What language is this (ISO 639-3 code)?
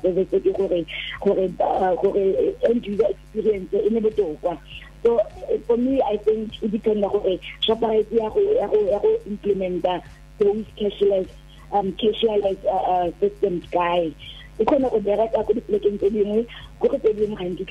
tsn